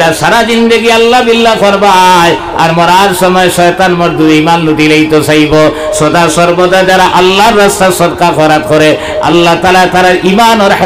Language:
Sylheti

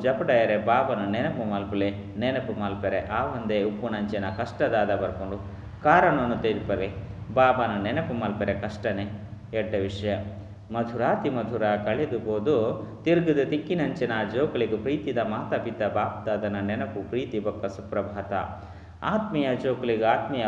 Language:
Tulu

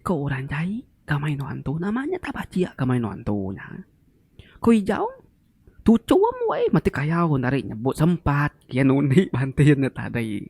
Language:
Iban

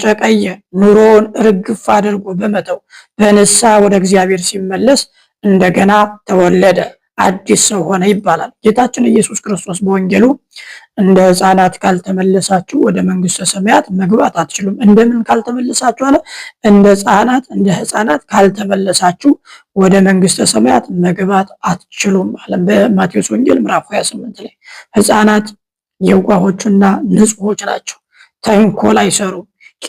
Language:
Amharic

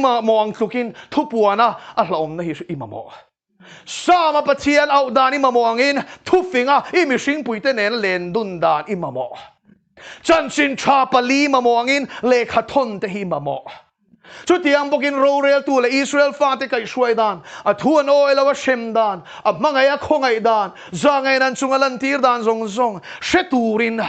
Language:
Mizo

